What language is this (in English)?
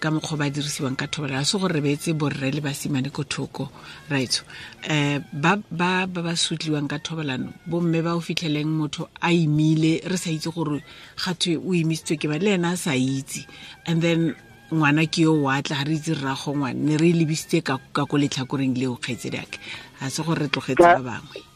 Tswana